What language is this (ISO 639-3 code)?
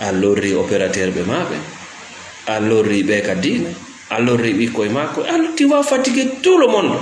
ful